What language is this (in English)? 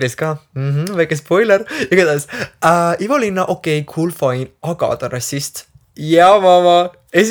Estonian